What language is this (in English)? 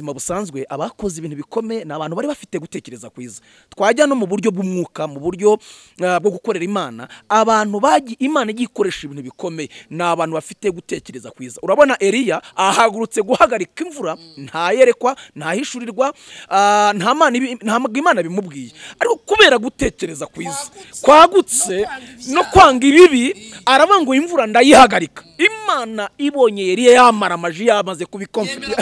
Kinyarwanda